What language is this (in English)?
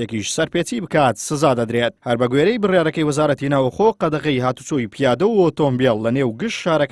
Central Kurdish